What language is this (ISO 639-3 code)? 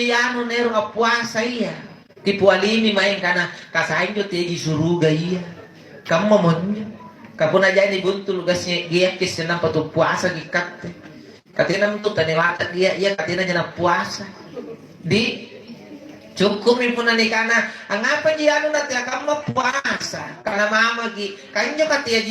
mak